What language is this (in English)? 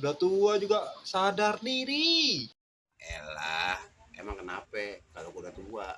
Betawi